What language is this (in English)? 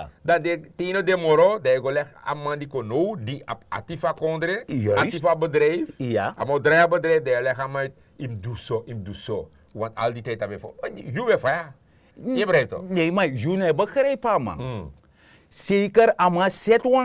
Sranan Tongo